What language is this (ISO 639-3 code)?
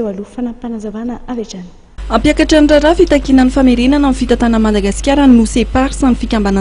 mlg